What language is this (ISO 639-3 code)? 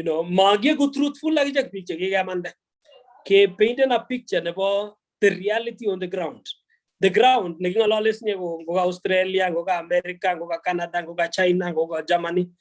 kln